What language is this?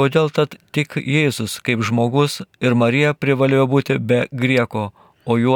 Lithuanian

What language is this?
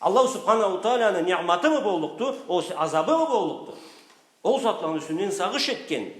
Karachay-Balkar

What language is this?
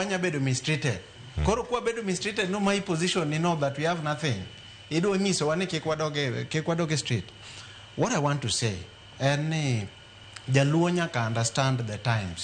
Luo (Kenya and Tanzania)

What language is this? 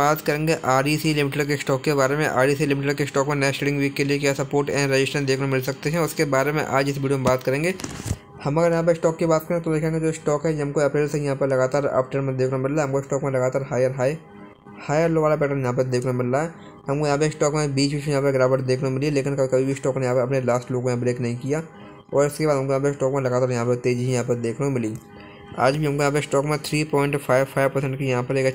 Hindi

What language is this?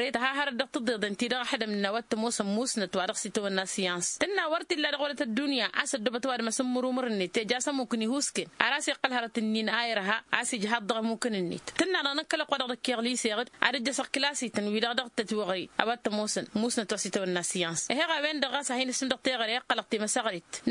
Tamasheq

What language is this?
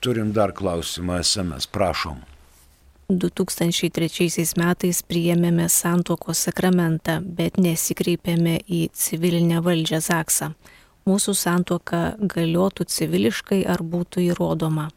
Lithuanian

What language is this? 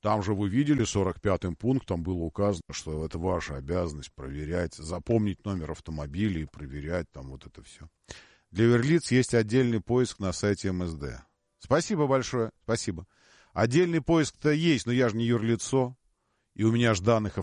Russian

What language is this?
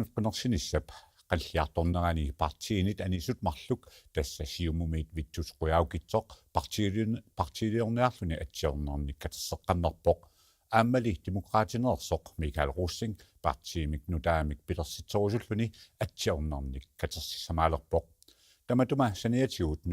Kalaallisut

